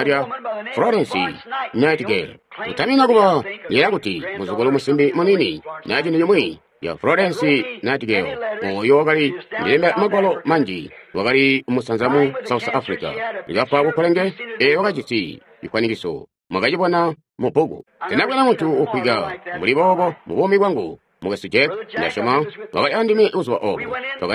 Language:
Tonga (Zambia)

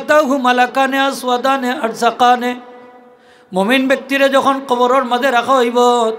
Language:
Sylheti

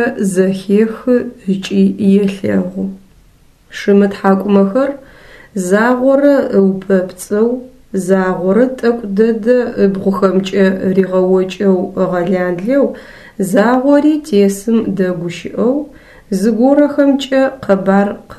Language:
Adyghe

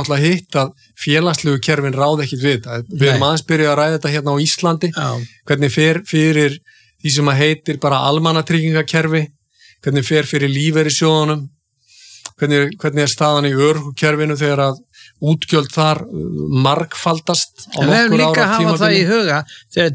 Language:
Icelandic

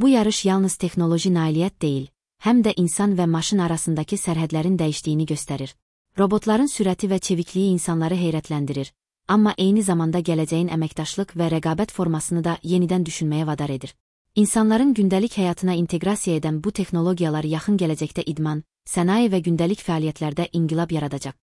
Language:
Azerbaijani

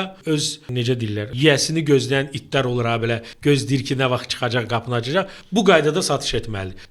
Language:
Azerbaijani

